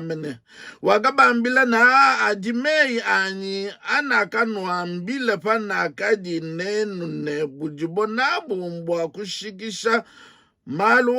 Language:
Luba-Lulua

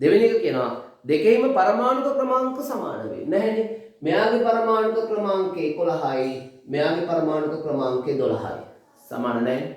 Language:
Sinhala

